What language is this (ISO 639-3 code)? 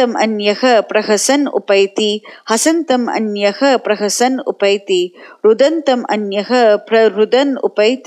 san